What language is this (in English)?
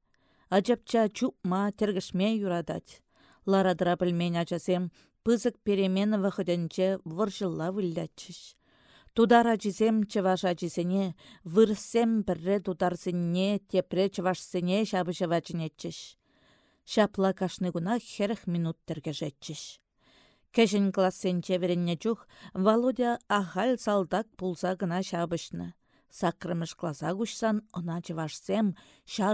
Chuvash